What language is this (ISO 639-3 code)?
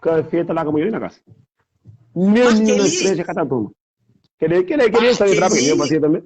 kea